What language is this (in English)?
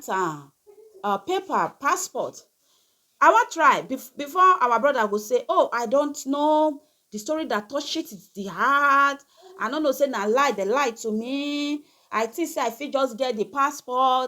Nigerian Pidgin